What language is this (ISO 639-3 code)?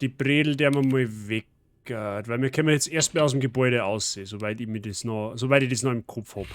bar